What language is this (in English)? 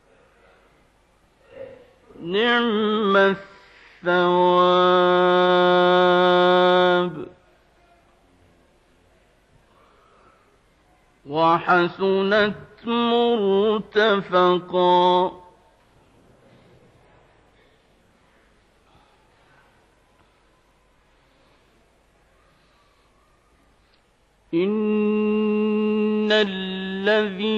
Arabic